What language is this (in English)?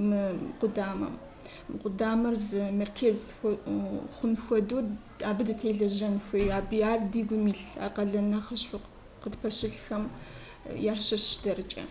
Kabardian